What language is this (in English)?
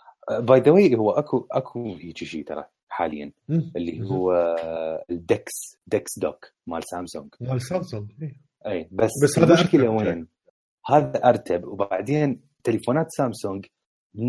Mesopotamian Arabic